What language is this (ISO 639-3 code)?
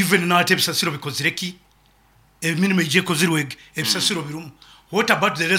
nyo